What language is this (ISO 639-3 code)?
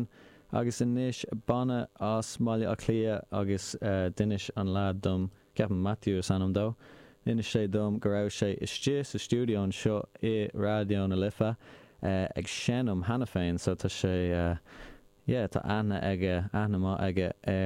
gle